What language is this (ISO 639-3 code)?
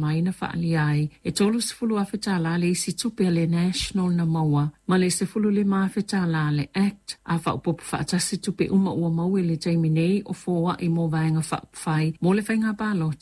smo